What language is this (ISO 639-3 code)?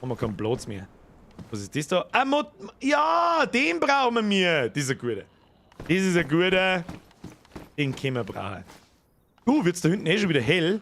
bar